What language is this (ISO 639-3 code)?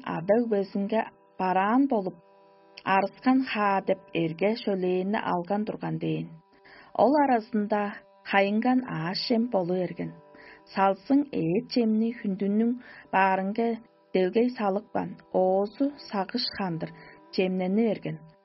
tyv